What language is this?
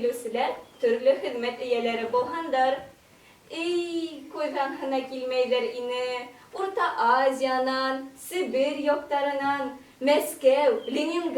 Bashkir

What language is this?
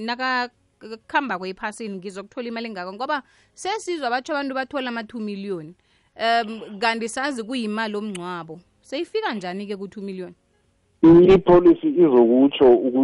South Ndebele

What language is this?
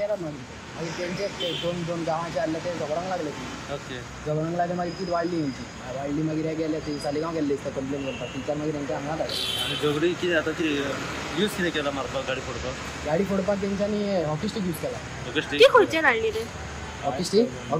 Konkani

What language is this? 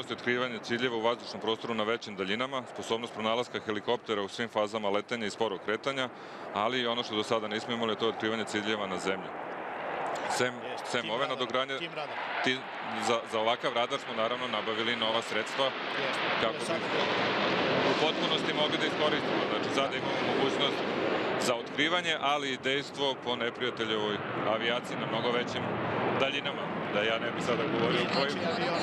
Serbian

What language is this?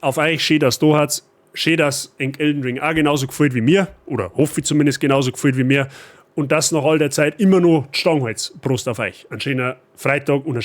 Bavarian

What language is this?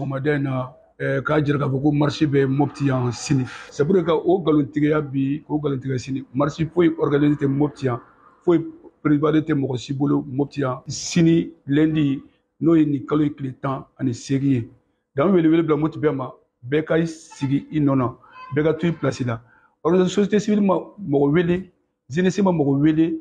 Bambara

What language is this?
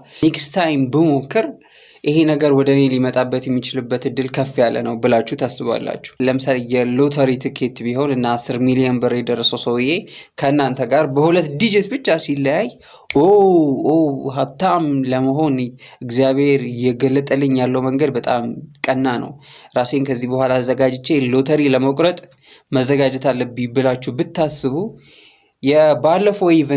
Amharic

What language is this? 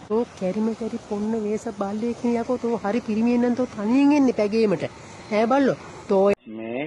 Sinhala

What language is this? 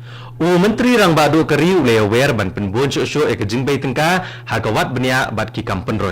Khasi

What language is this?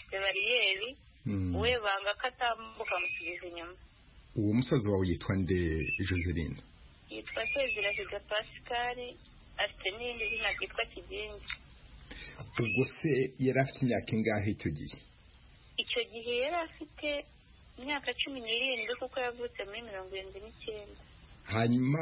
Kinyarwanda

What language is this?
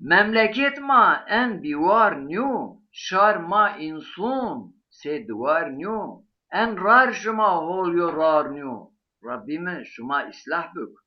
Zaza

